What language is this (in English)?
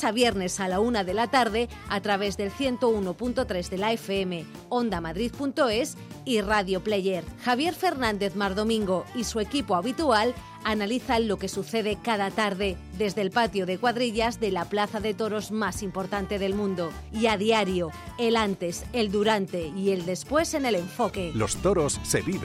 Spanish